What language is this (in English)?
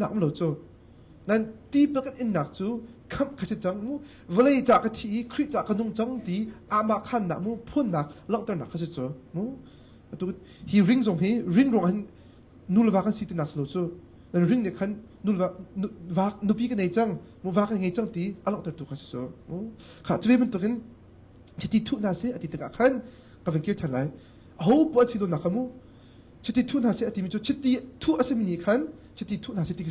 Hakha Chin